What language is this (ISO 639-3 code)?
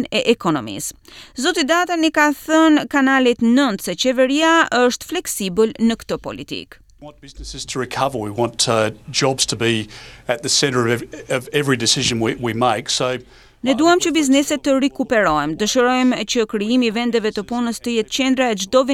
sqi